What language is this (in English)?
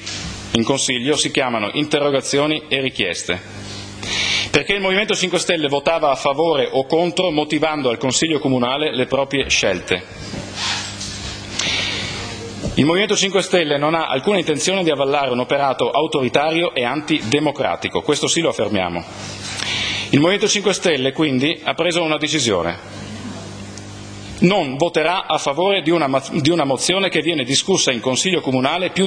Italian